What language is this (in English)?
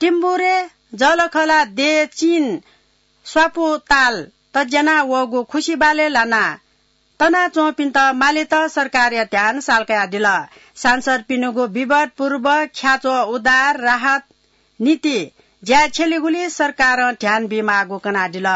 Newari